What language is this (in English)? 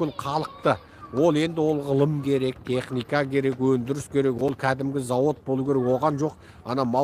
Kazakh